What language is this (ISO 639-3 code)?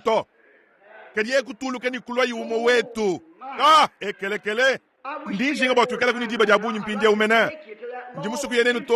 lua